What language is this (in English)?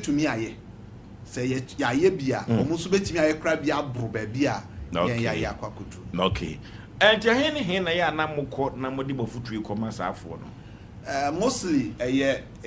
Akan